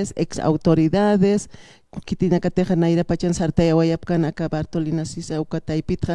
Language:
Aymara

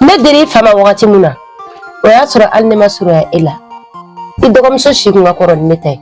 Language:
Bambara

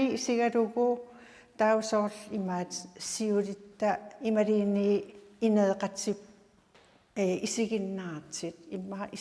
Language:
Kalaallisut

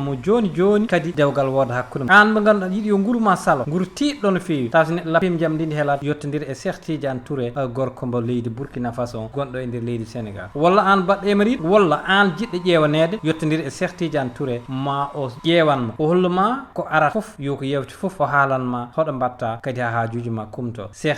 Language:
Fula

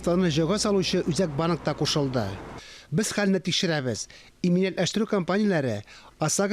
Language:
Tatar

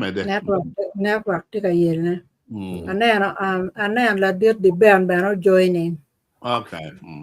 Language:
Acoli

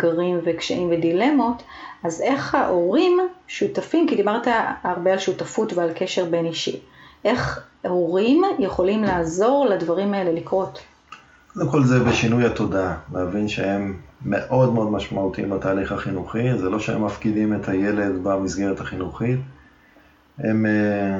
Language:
Hebrew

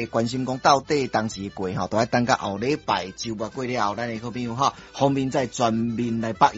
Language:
Min Nan Chinese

